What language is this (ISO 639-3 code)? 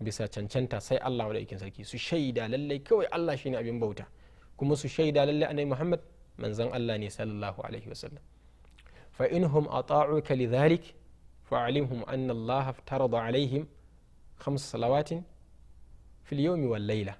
hau